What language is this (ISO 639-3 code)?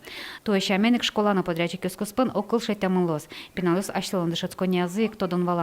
udm